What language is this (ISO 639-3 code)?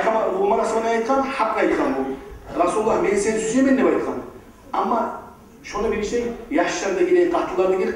kum